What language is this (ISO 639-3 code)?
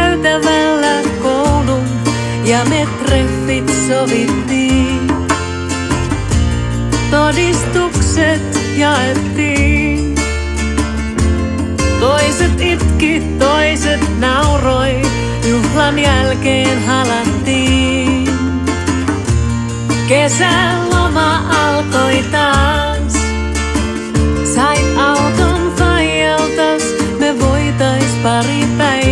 fin